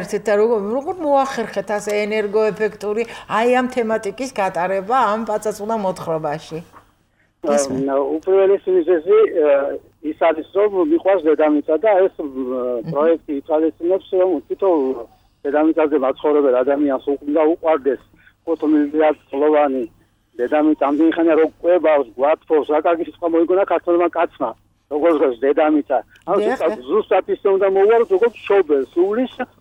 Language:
Georgian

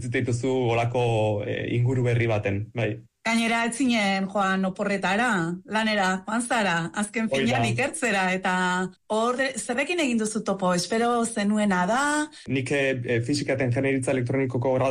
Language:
Basque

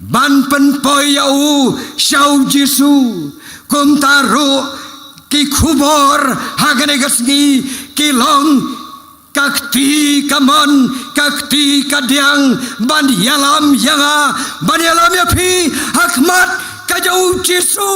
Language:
Khasi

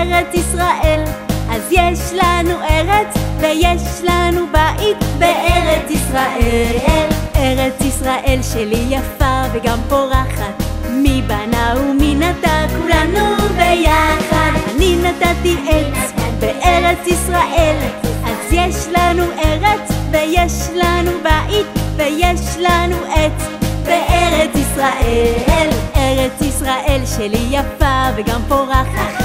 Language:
Hebrew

